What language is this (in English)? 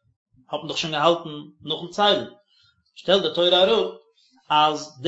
Yiddish